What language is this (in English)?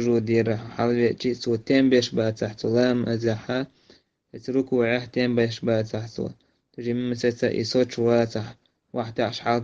Chechen